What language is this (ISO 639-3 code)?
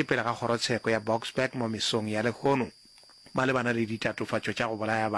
nso